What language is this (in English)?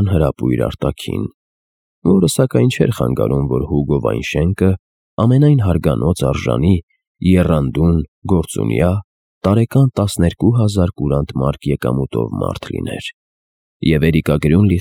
Armenian